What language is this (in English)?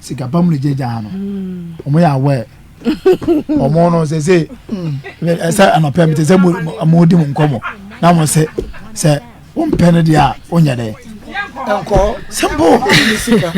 Akan